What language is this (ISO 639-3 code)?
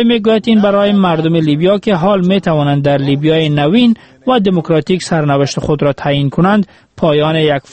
fas